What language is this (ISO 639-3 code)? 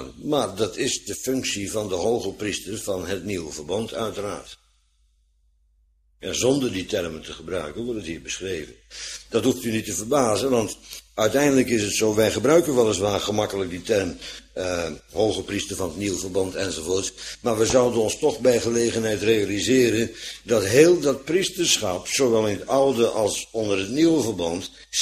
nld